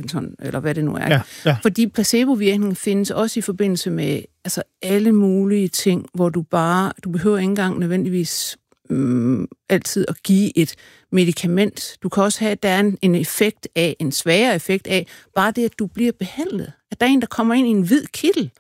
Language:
Danish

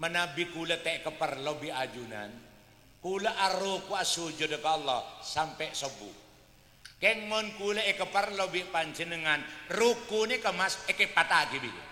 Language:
Madurese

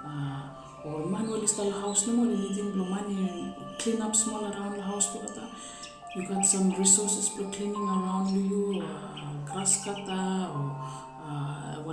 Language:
Bislama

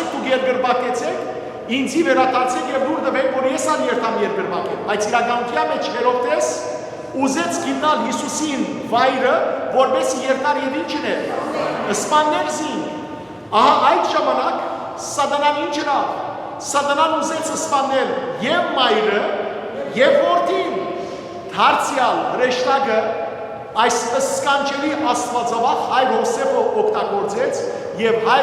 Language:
Western Armenian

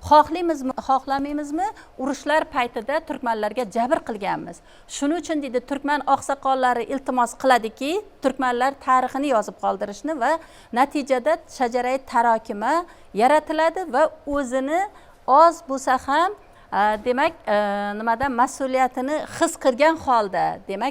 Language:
Uzbek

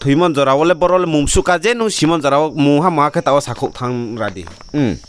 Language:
Riang (India)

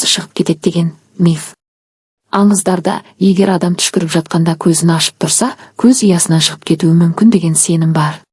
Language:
Kazakh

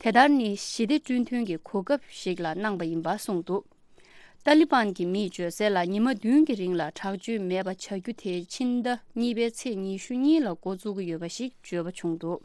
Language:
Tibetan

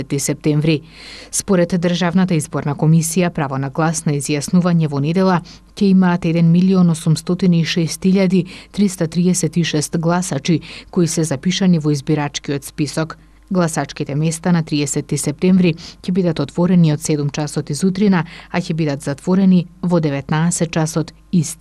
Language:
Macedonian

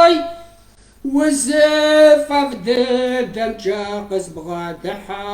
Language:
Kabardian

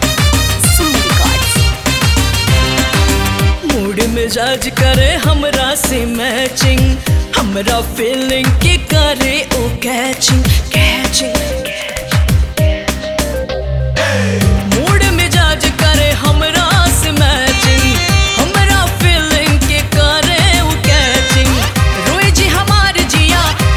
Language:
Bhojpuri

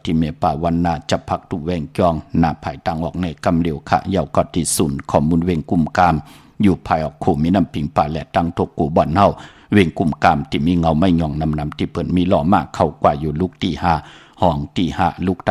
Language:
Shan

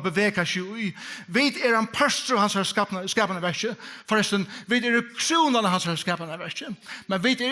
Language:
Faroese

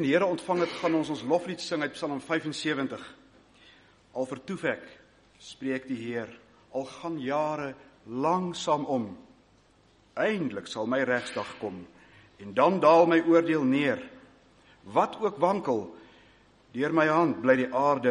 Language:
Afrikaans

